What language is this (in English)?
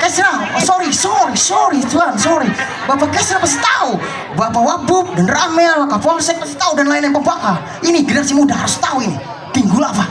Banjar